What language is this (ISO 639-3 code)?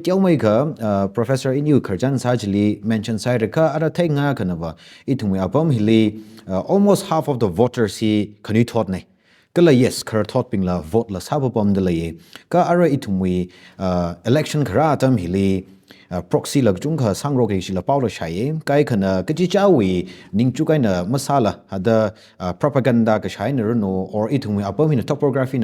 nmf